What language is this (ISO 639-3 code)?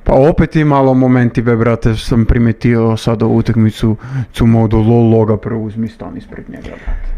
srp